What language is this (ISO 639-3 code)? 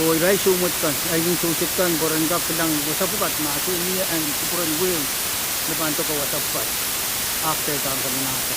pon